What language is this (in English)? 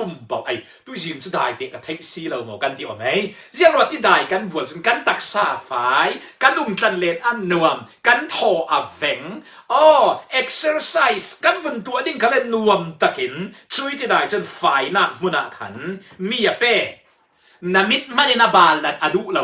Falam Chin